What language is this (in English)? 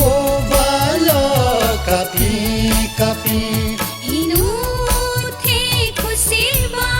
Newari